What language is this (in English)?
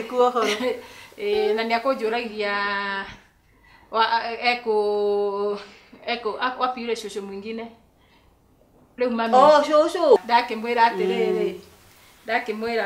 Kikuyu